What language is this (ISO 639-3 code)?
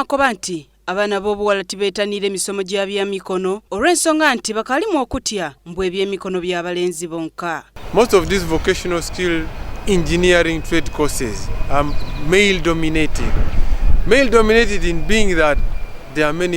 xog